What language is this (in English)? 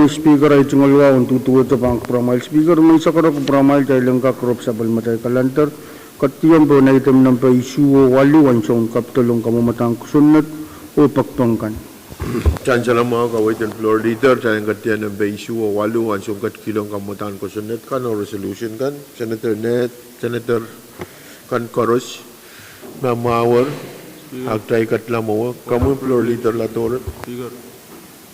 Pohnpeian